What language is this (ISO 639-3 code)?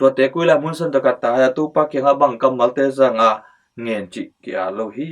ctd